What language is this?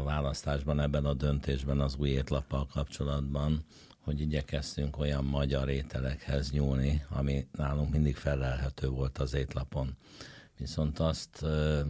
Hungarian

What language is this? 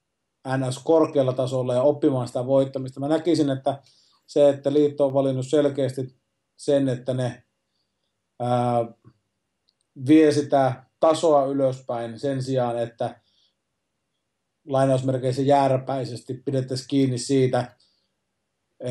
Finnish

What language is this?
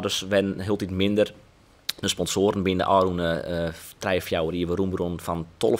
Western Frisian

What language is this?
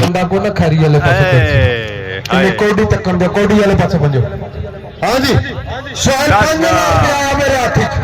Pahari-Potwari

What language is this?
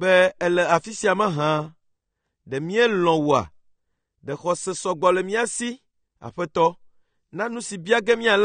Ewe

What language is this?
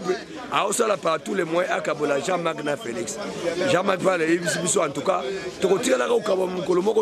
Lingala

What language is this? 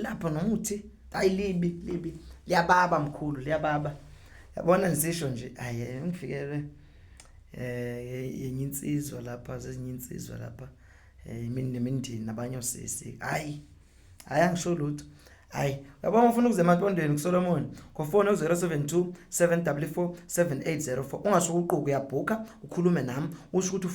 Zulu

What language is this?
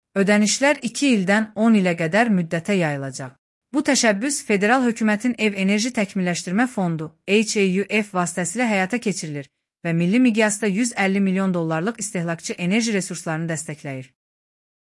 Azerbaijani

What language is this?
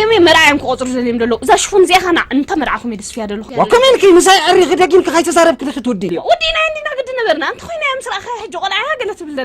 Tigrinya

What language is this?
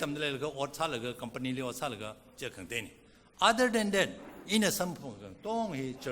Tangkhul Naga (India)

